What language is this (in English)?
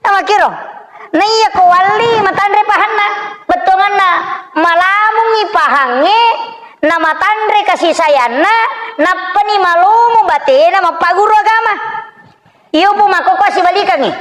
Buginese